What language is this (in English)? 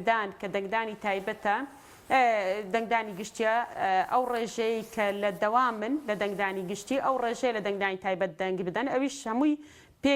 Central Kurdish